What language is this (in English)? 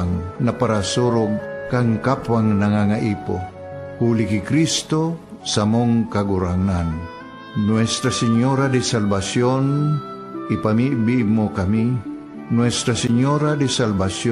Bikol